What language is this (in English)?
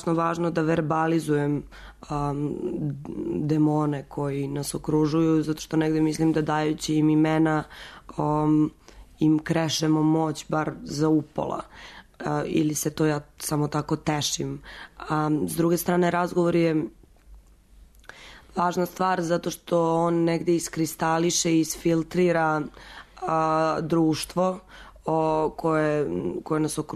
Serbian